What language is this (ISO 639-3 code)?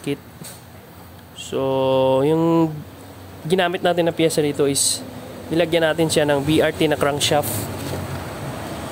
fil